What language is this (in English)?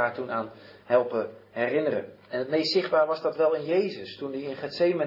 Dutch